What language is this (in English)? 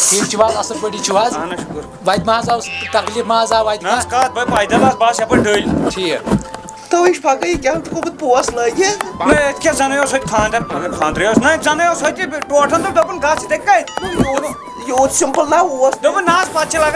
Kashmiri